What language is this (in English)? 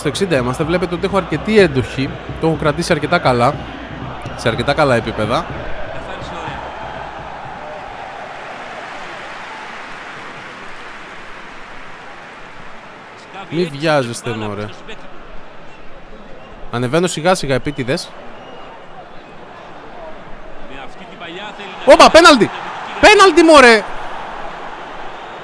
Greek